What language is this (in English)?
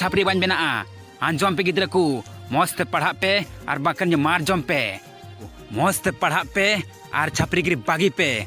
Santali